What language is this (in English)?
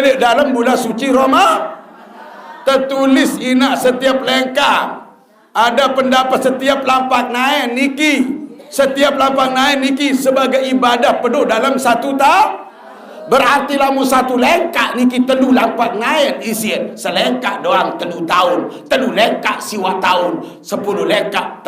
Sasak